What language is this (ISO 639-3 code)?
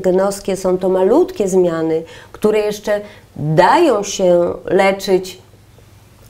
pol